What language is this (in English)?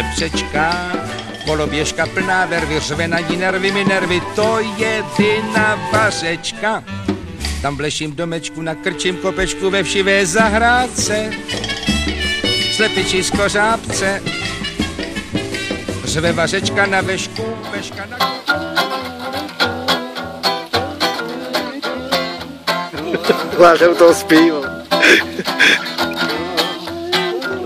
Czech